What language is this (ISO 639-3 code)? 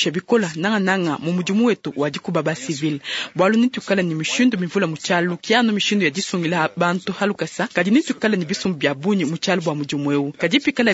lua